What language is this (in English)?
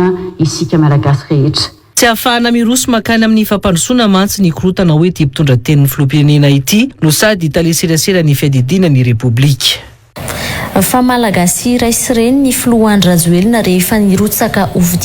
Malagasy